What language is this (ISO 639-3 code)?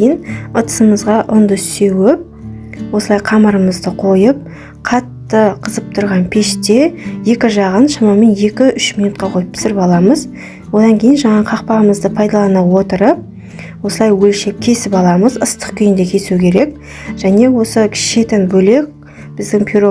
kaz